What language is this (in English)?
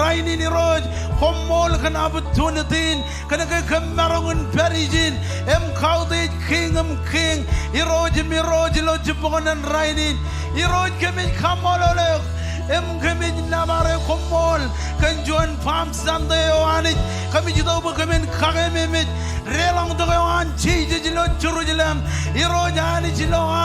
Marshallese